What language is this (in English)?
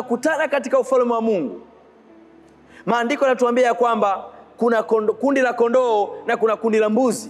Swahili